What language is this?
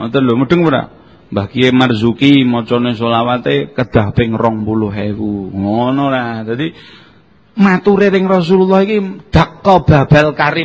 Javanese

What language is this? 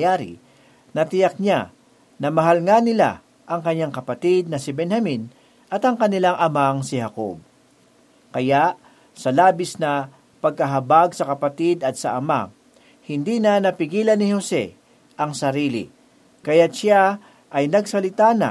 Filipino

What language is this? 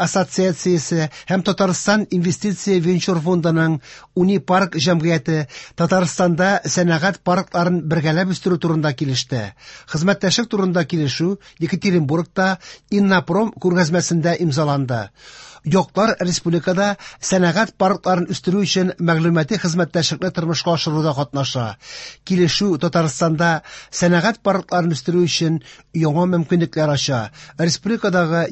Tatar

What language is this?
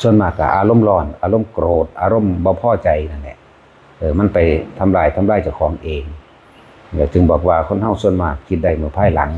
Northeastern Thai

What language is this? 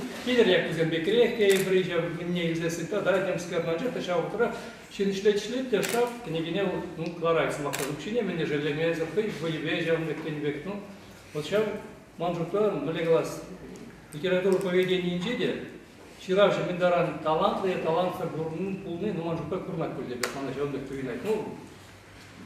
Chuvash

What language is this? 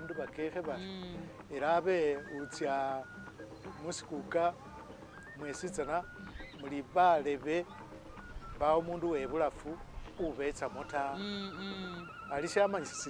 Masaaba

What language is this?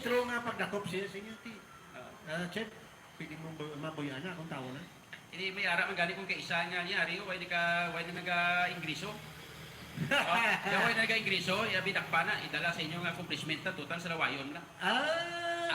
Hiligaynon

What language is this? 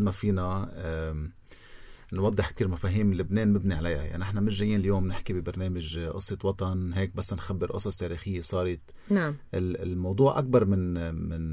North Levantine Arabic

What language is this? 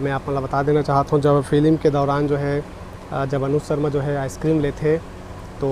Chhattisgarhi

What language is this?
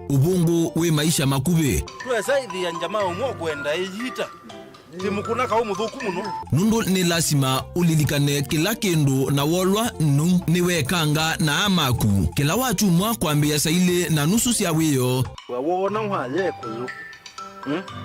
Kamba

